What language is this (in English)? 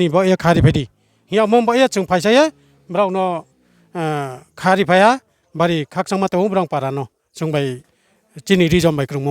Riang (India)